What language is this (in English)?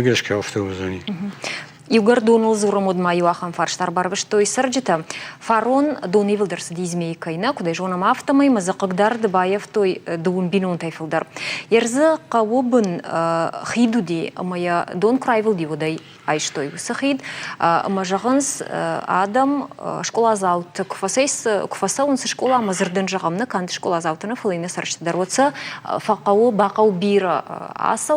Ossetic